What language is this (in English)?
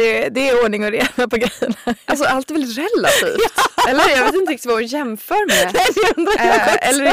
Swedish